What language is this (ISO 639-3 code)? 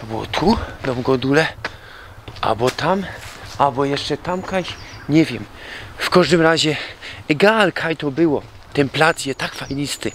szl